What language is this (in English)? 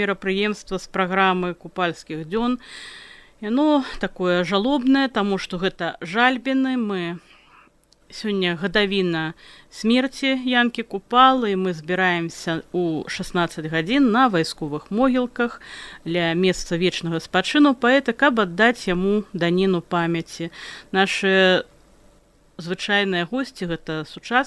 Belarusian